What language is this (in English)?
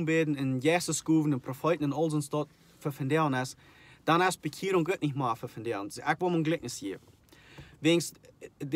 Plautdietsch